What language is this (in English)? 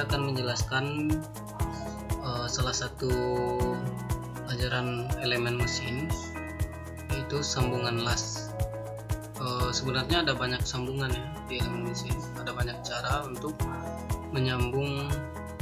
Indonesian